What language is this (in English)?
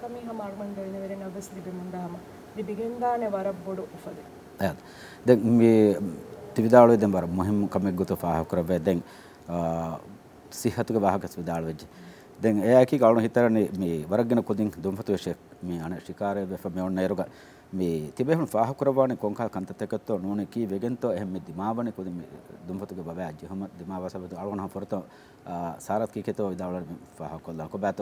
Divehi